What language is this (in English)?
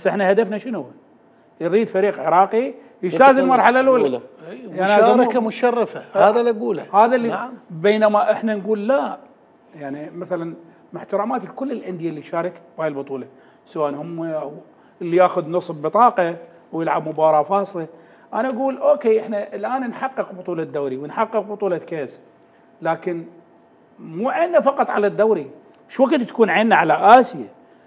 Mesopotamian Arabic